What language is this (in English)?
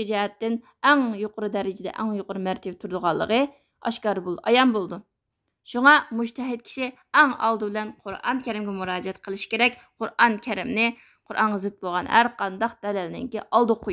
Uyghur